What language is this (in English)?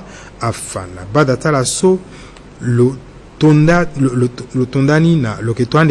Sango